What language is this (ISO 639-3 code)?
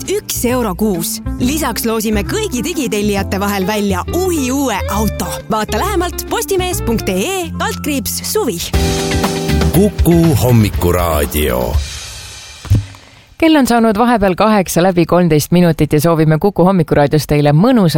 est